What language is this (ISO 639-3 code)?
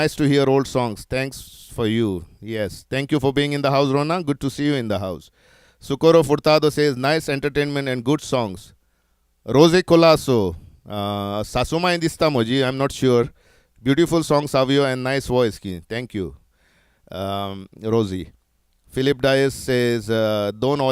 kok